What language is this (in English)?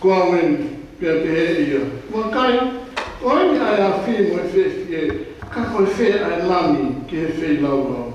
Tongan